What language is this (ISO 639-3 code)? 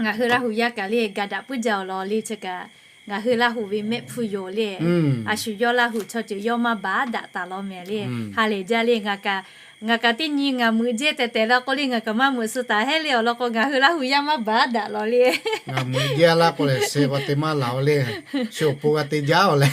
lhu